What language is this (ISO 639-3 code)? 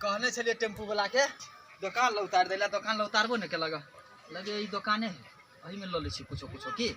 mai